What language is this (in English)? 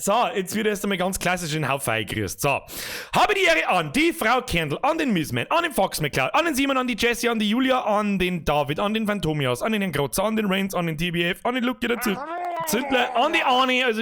Bavarian